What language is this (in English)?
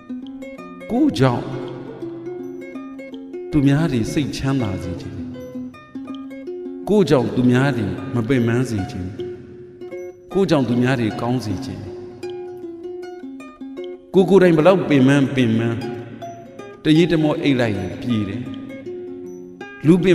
Burmese